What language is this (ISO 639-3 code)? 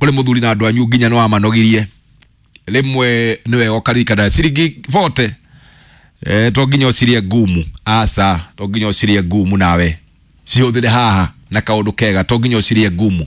kik